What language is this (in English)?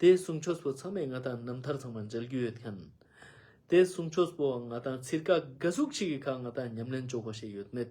Ladakhi